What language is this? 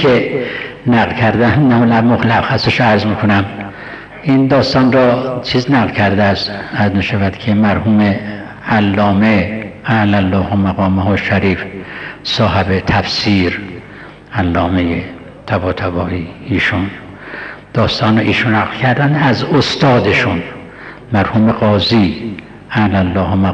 Persian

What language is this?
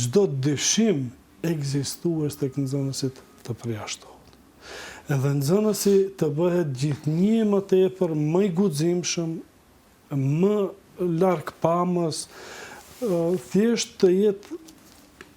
Albanian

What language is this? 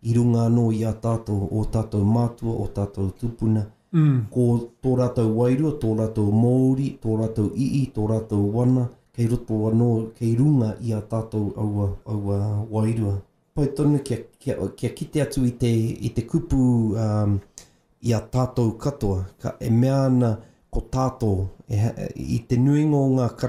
Māori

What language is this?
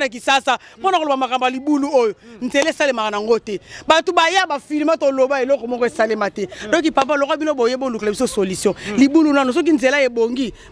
Lingala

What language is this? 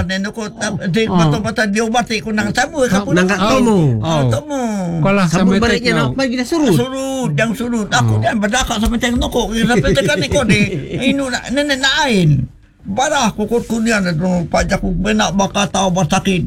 Malay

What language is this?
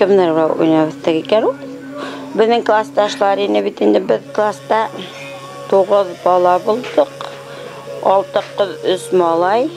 Bashkir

